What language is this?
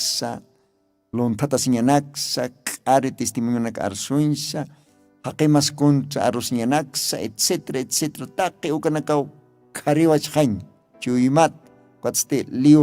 Aymara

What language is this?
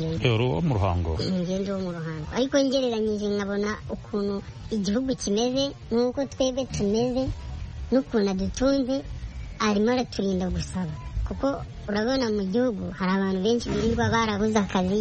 Kinyarwanda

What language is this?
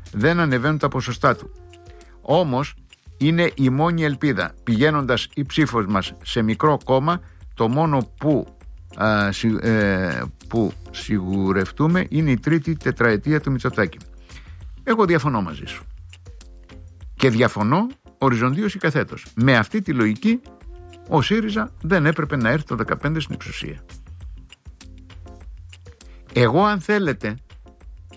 Greek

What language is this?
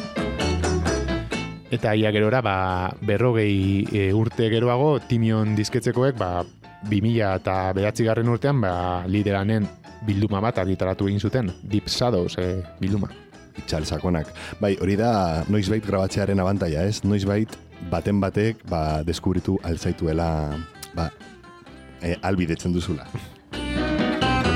Basque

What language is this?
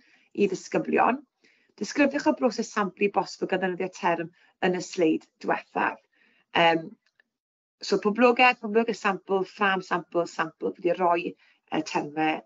Welsh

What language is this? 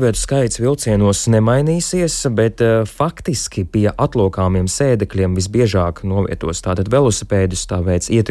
Latvian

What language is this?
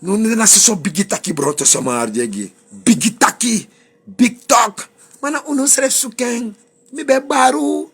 Sranan Tongo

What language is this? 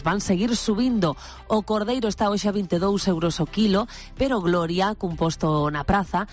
Galician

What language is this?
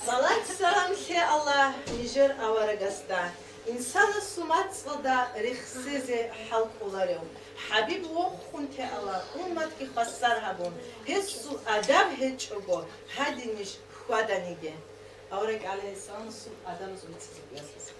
Avaric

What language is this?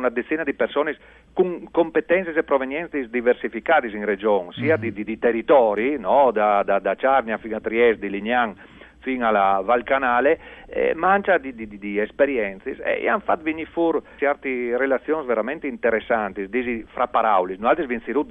Friulian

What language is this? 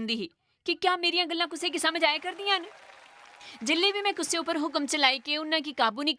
Dogri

